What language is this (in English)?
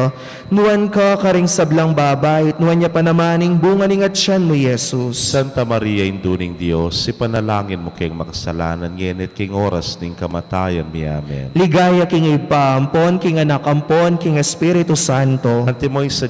Pampanga